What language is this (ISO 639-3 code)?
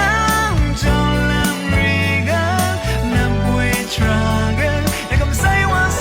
raw